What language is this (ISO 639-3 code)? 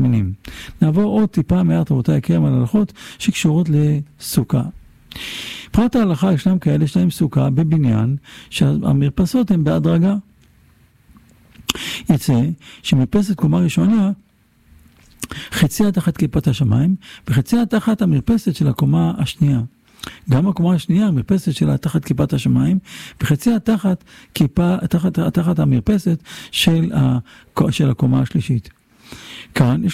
heb